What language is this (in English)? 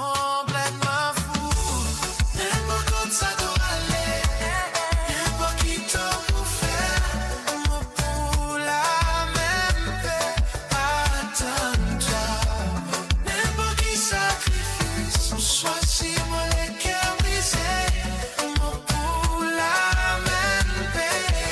Morisyen